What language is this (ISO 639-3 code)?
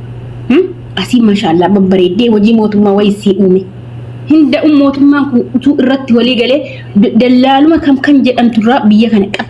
orm